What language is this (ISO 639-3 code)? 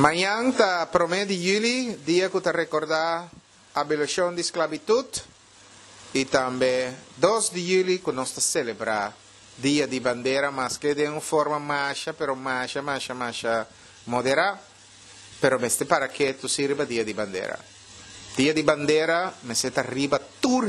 pap